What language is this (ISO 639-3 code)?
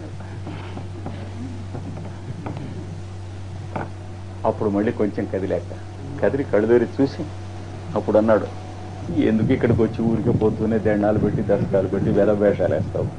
tel